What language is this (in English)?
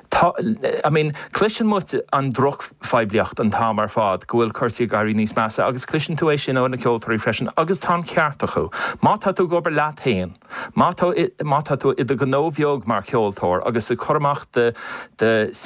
Irish